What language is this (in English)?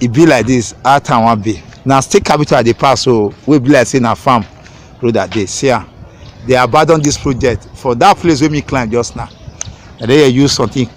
Nigerian Pidgin